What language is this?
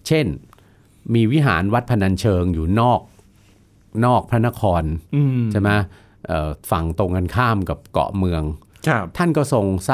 Thai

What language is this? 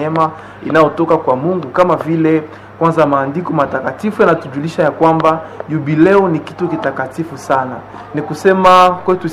Swahili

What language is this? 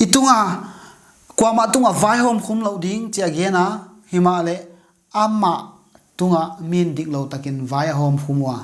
Paite Chin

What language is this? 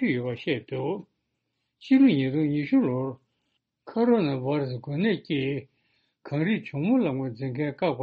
Tibetan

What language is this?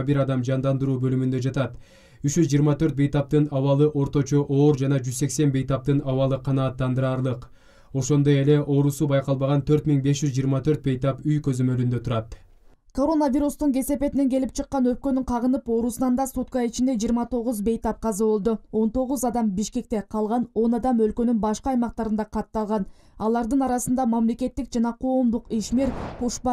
Kyrgyz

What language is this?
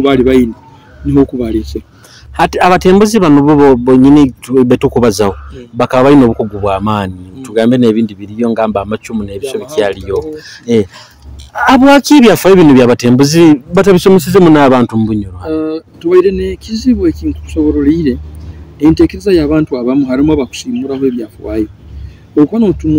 Nyoro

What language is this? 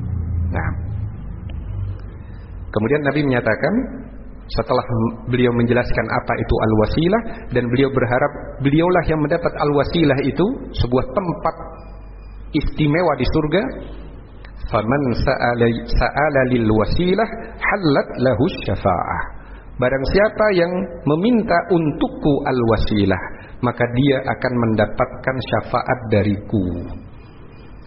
Indonesian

